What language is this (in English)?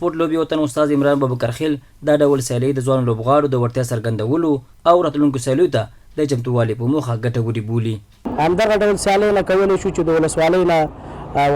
Pashto